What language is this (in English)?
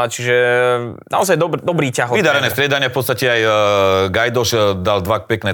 Slovak